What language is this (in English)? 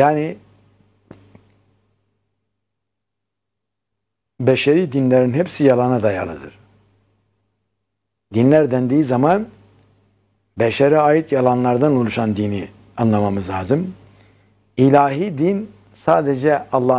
Turkish